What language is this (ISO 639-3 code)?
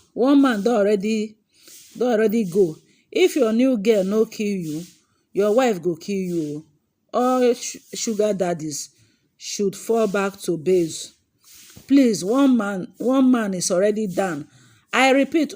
pcm